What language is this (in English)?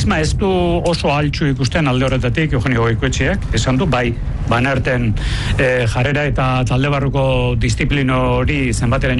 Basque